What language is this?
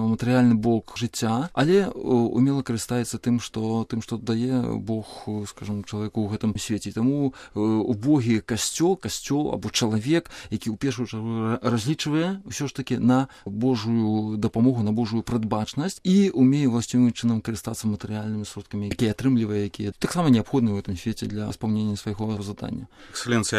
Belarusian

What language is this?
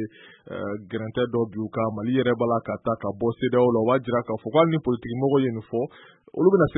Bambara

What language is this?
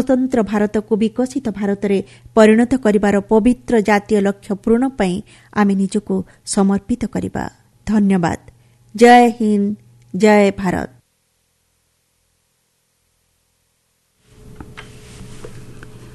Odia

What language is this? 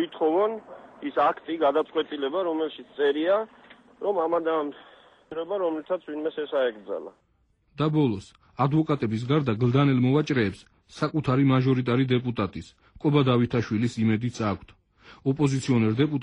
Georgian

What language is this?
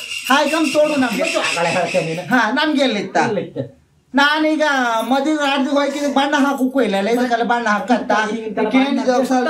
Kannada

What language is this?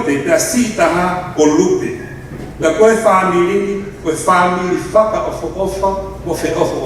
Tongan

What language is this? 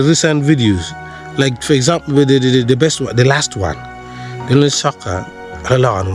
Acoli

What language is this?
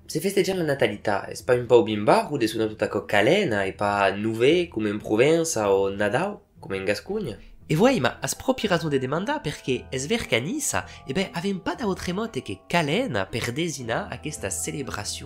Occitan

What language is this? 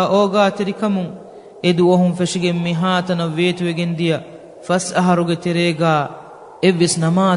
Divehi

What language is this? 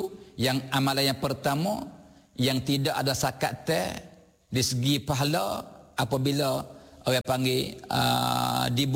Malay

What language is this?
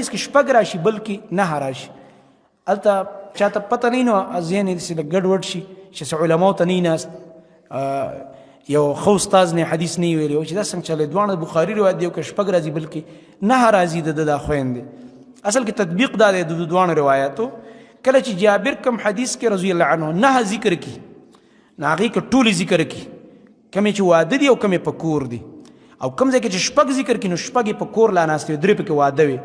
Pashto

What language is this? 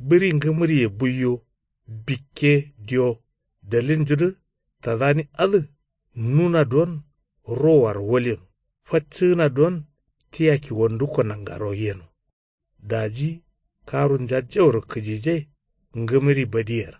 Kanuri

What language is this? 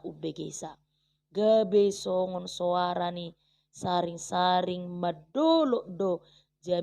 Batak Toba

